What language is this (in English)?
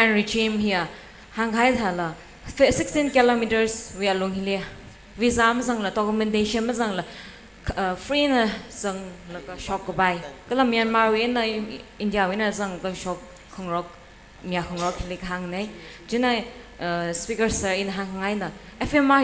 Tangkhul Naga (India)